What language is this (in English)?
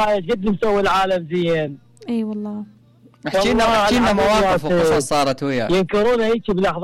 Mesopotamian Arabic